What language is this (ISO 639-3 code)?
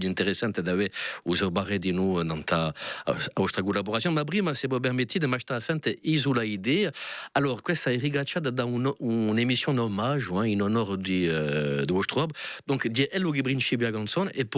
cos